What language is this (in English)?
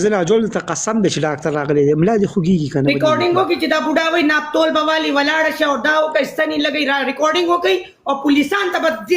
Pashto